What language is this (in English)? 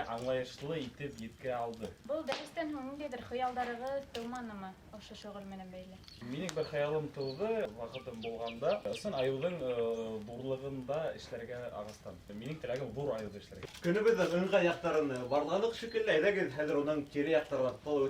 Bashkir